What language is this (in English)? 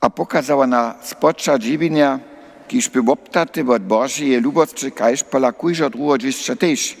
Upper Sorbian